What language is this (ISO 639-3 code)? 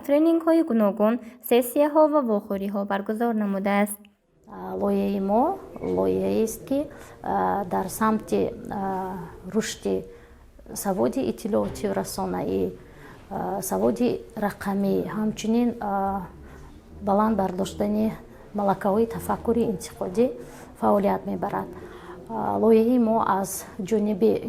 tgk